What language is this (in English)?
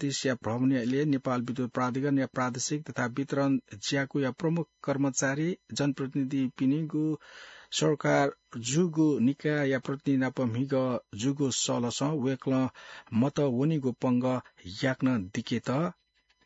Newari